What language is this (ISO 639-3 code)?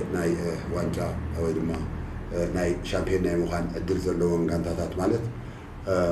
tir